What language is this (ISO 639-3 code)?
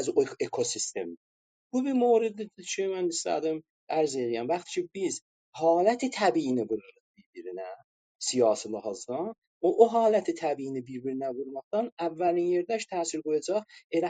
azb